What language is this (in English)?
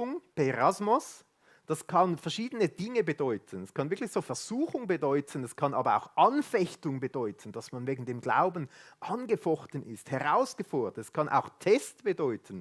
Swiss German